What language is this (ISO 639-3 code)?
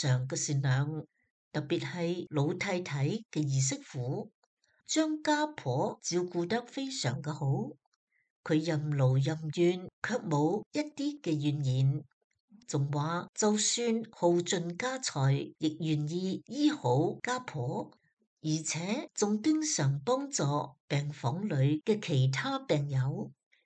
yue